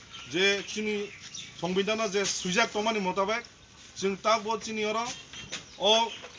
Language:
Kok Borok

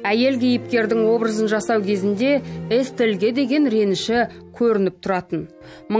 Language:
Kazakh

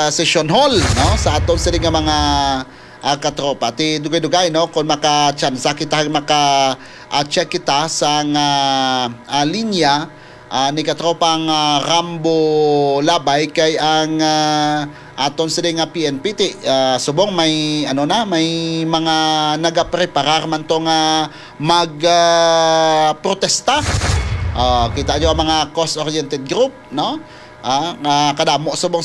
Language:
Hiligaynon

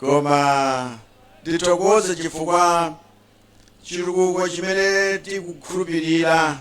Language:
Nyanja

